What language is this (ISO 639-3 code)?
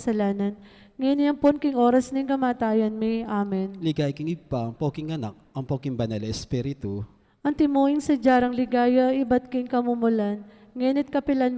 pam